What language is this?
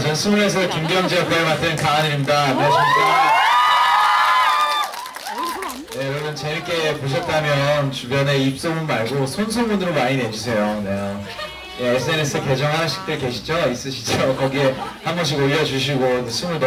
Korean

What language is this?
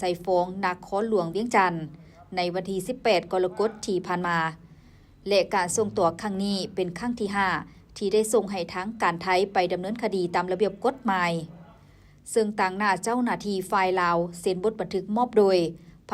Lao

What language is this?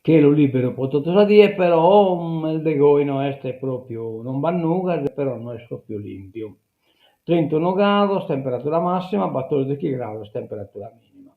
Sardinian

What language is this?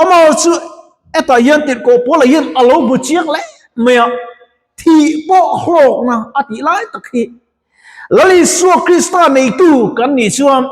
Mizo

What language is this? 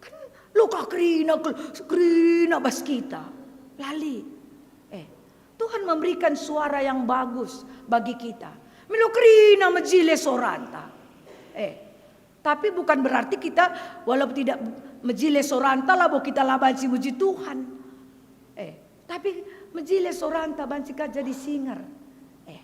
Batak Karo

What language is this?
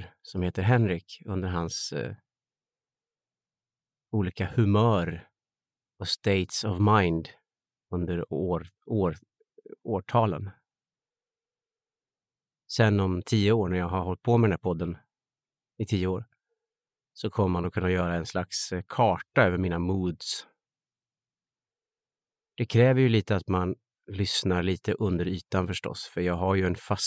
Swedish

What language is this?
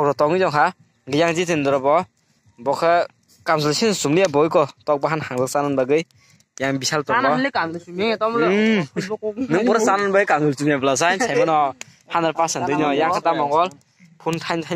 Kok Borok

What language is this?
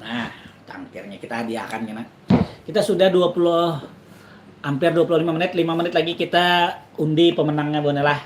Banjar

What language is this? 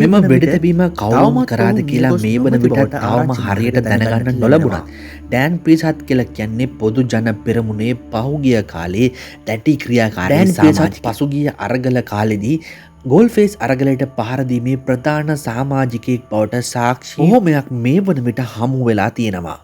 Sinhala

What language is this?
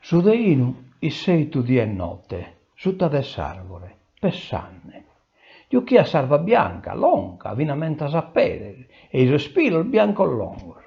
Sardinian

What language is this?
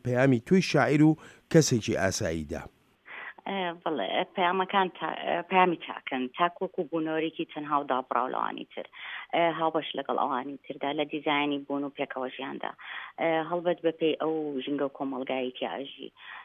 Central Kurdish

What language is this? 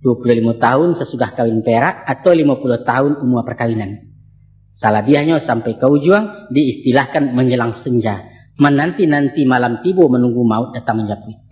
Minangkabau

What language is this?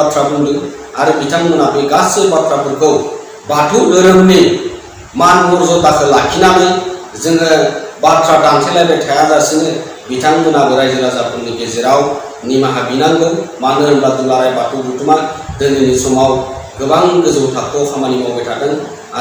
Bodo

